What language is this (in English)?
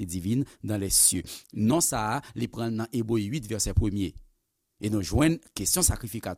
Haitian Creole